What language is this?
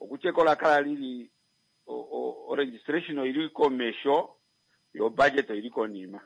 Kuanyama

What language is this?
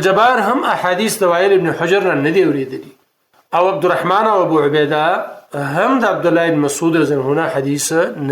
Pashto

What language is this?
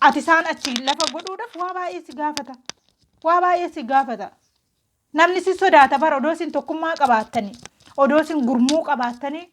Oromo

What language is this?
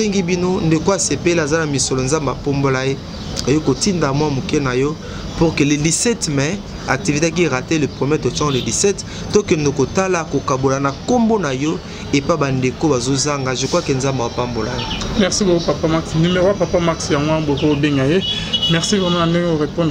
Lingala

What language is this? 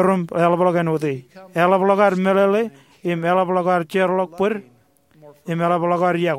Marshallese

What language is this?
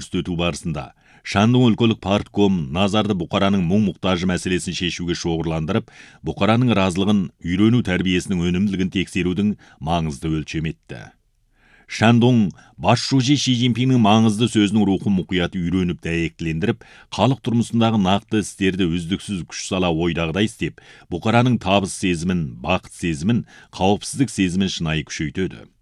Kazakh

